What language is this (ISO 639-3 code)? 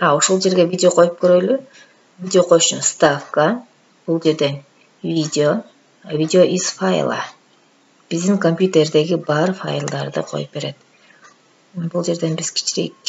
kir